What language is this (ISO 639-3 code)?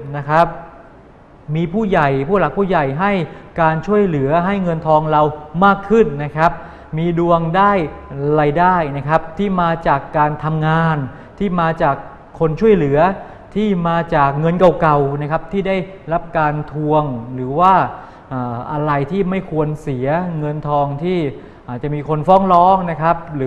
tha